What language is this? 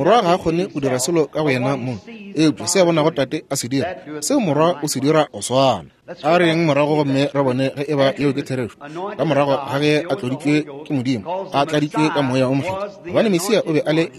Northern Sotho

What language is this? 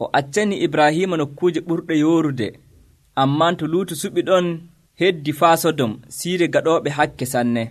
Nigerian Fulfulde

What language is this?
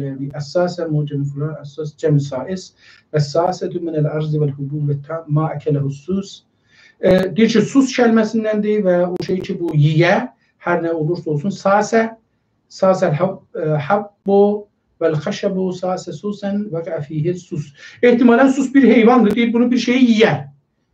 South Azerbaijani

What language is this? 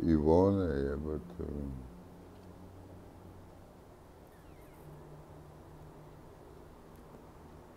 Serbian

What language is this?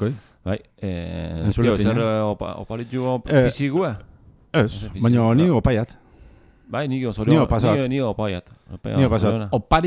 Basque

